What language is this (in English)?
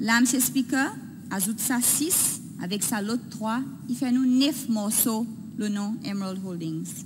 Seselwa Creole French